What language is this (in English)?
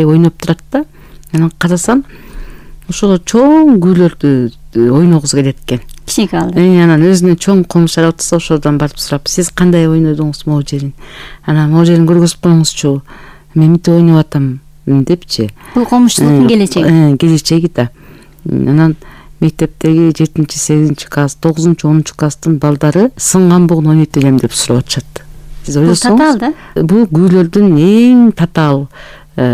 Kyrgyz